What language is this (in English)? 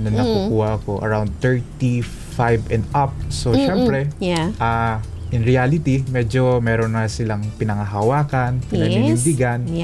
Filipino